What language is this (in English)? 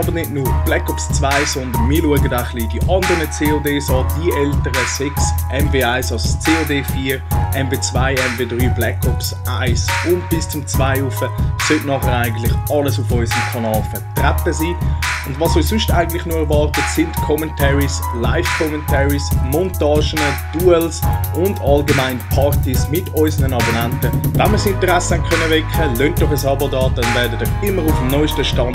Swiss German